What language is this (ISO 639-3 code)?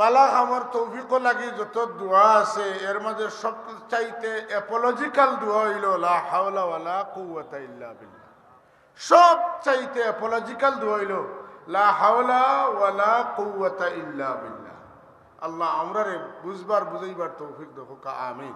syl